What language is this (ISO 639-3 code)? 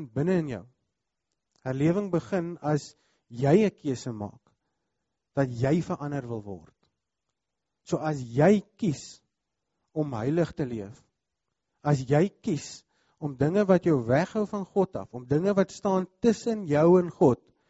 afr